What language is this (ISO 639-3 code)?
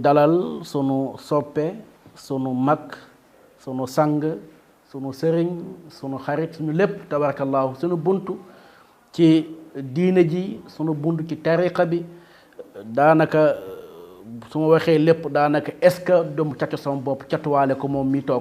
wol